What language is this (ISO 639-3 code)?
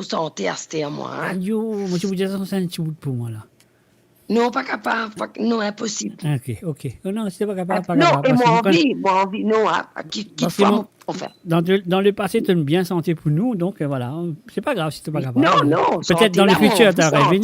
mfe